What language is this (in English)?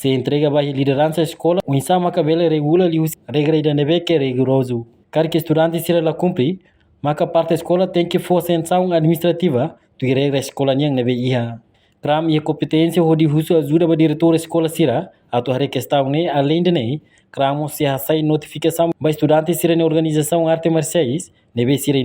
Tetum